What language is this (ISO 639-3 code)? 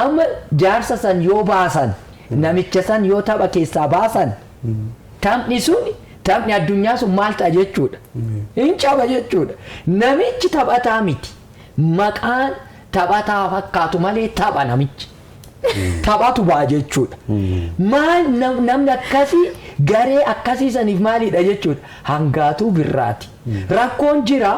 orm